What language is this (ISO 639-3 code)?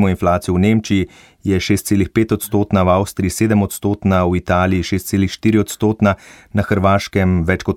slv